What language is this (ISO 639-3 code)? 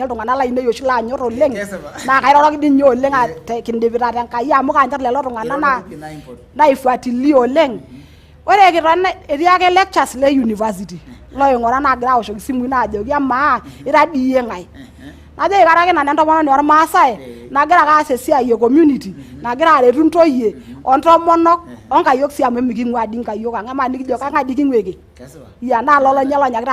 mas